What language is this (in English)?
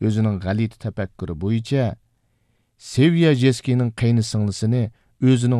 Uyghur